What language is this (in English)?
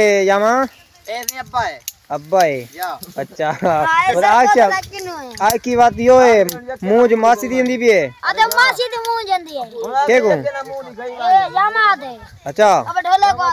Saraiki